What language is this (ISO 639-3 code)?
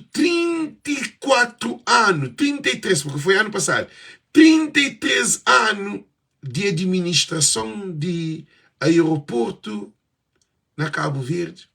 kea